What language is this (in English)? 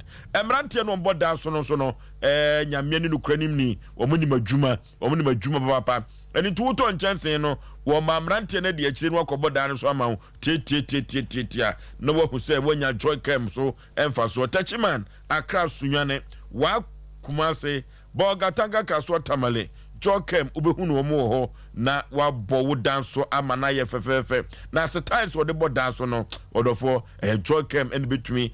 Akan